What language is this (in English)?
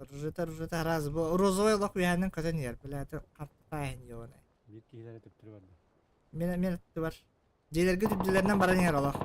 Yakut